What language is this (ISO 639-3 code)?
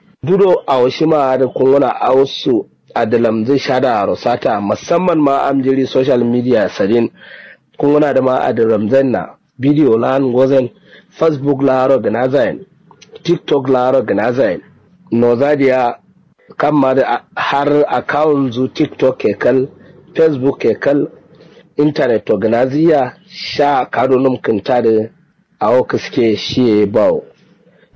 kau